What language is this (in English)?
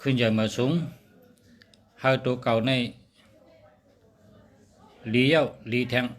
Shan